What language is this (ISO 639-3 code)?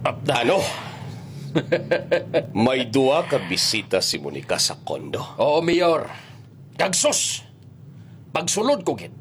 hil